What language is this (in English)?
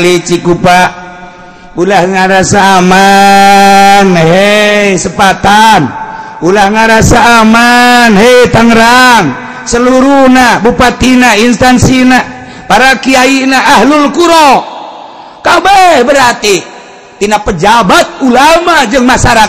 Sundanese